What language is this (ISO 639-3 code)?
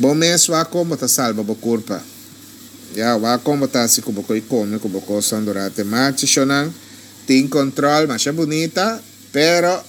pap